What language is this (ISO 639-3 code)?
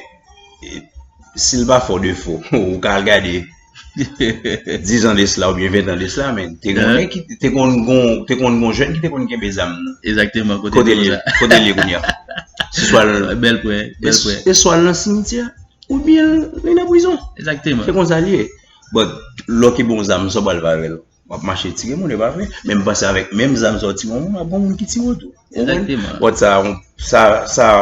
hat